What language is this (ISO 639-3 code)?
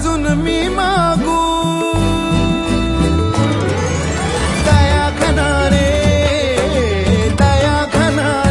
mar